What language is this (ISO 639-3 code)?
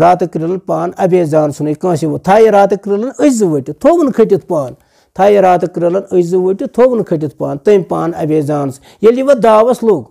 kas